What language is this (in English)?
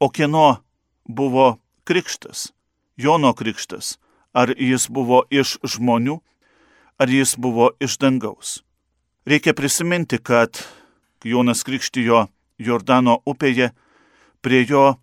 Lithuanian